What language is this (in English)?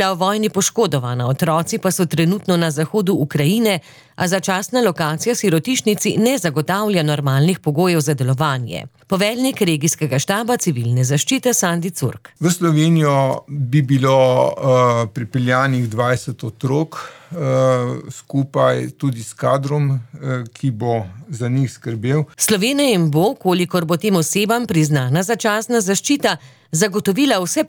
Slovenian